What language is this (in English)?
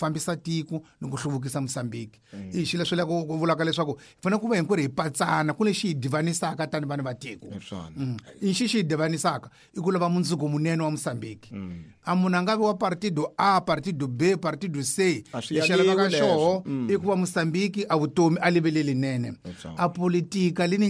Tsonga